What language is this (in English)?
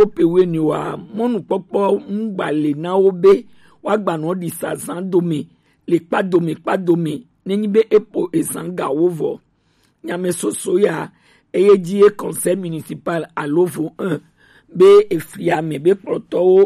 Gen